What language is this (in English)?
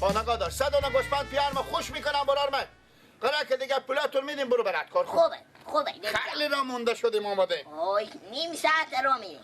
Persian